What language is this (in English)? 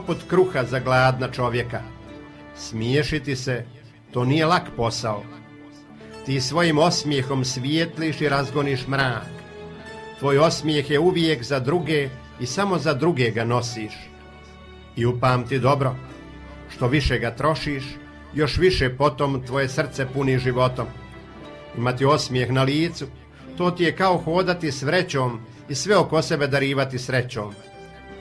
Croatian